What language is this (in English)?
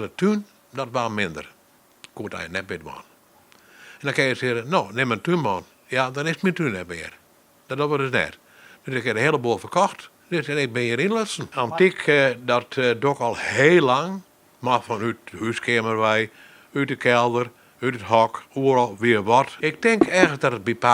Western Frisian